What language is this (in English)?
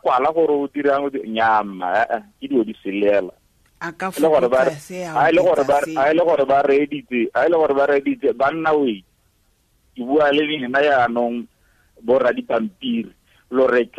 Tswana